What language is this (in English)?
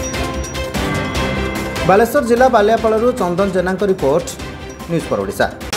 Odia